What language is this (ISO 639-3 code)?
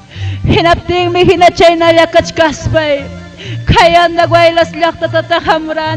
quy